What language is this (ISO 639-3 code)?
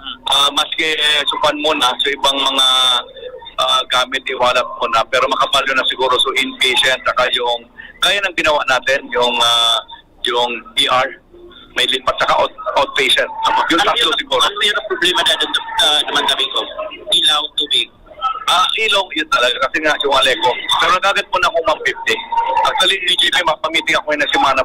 bik